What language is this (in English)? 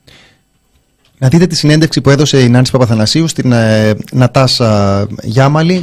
Greek